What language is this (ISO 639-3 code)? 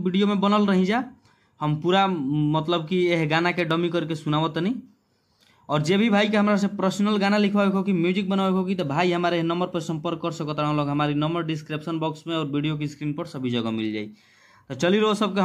bho